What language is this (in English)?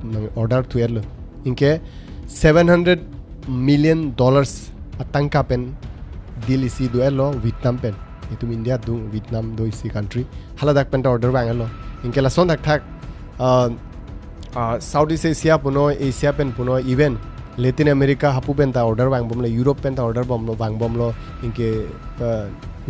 Karbi